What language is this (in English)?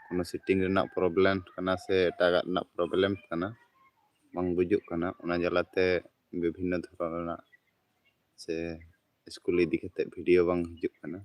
Santali